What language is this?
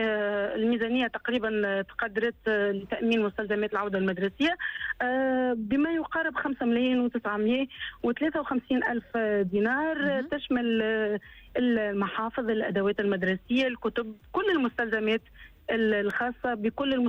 Tunisian Arabic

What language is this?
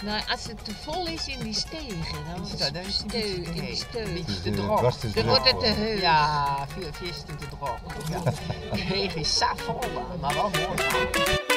Western Frisian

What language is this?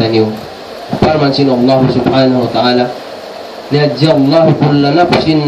Tausug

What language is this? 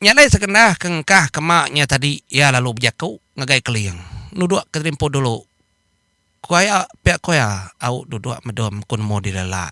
Iban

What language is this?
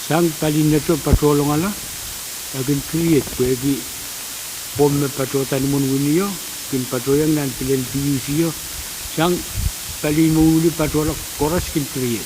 Pohnpeian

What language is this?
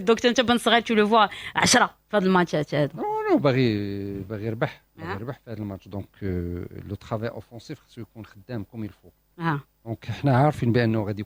Moroccan Arabic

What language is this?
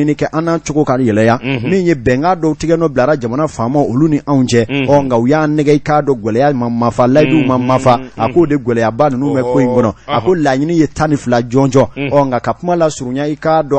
Bambara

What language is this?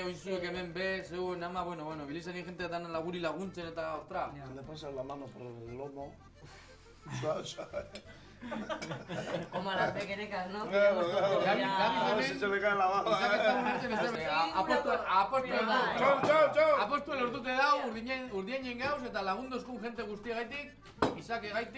Basque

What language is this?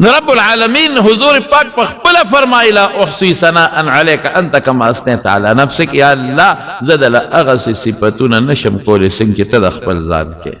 Pashto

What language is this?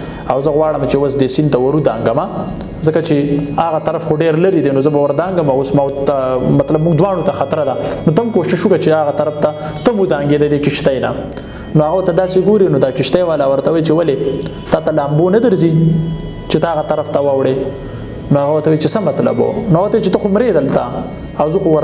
Pashto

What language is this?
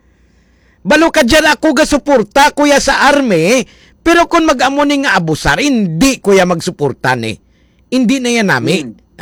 Hiligaynon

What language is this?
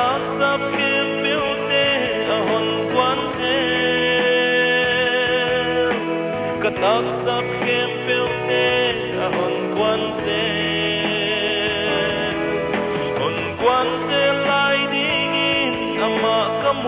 Paite Chin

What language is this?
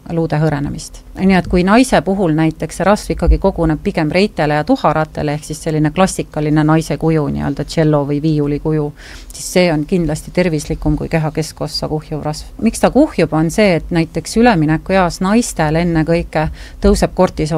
Estonian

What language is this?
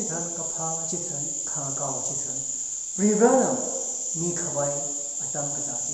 Tangkhul Naga (India)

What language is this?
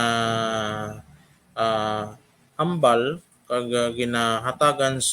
Hiligaynon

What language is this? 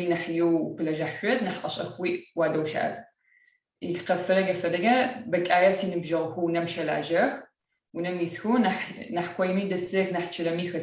Adyghe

